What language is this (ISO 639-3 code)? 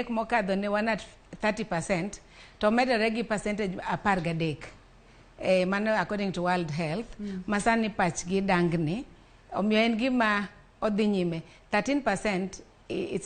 luo